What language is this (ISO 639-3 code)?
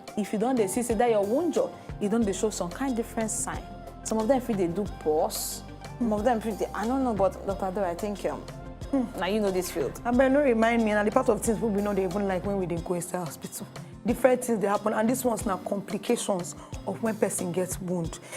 pcm